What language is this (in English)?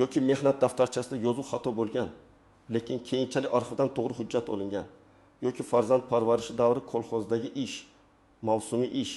Uzbek